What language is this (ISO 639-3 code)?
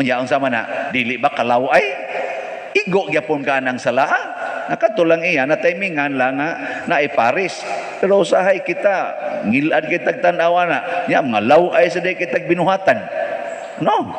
ceb